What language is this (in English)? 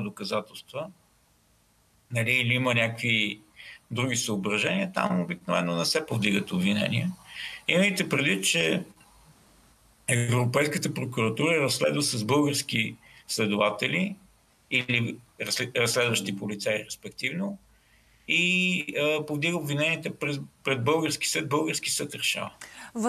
Bulgarian